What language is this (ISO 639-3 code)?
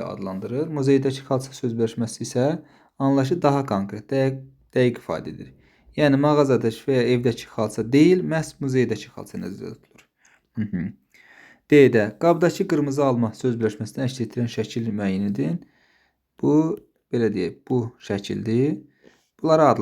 aze